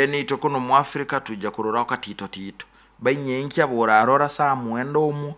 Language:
Nyoro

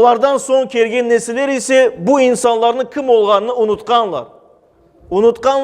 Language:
Crimean Tatar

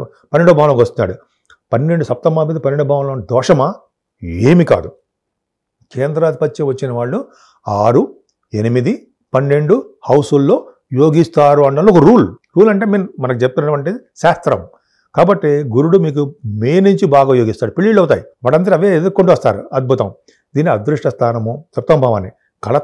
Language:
Telugu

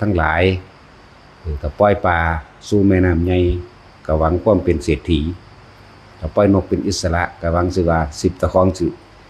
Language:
Northeastern Thai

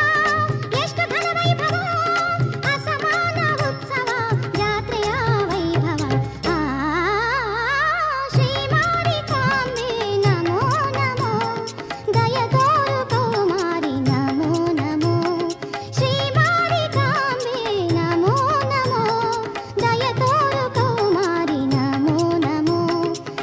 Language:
Kannada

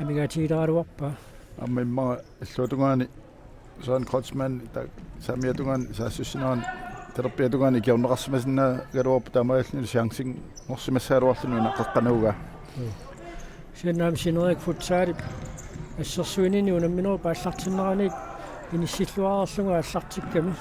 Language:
Kalaallisut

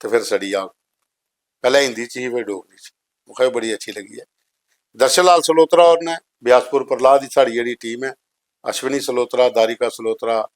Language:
Dogri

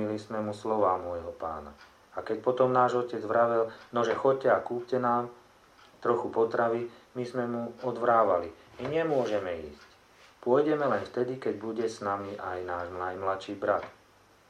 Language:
Slovak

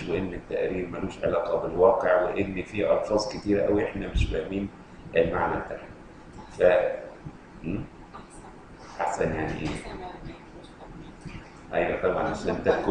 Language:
Egyptian Arabic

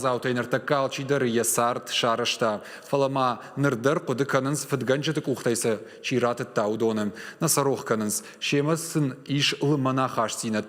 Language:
Ossetic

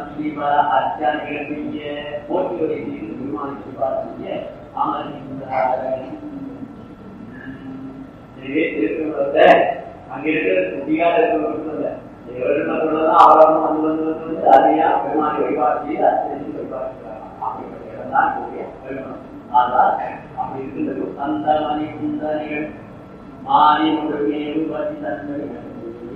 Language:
Tamil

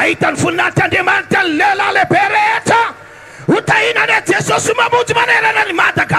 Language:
Malagasy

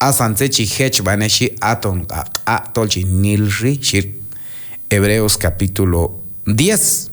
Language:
Q'anjob'al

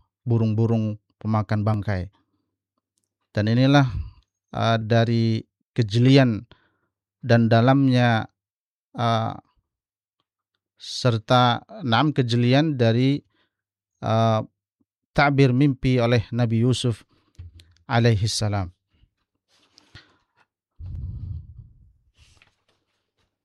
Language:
Indonesian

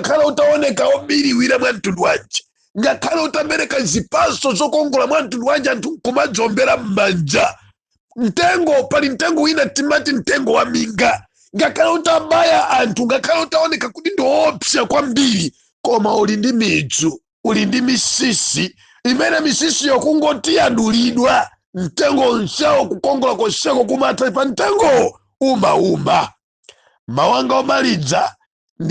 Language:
Nyanja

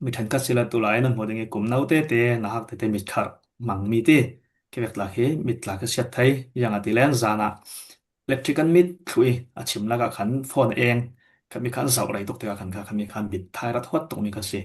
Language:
Falam Chin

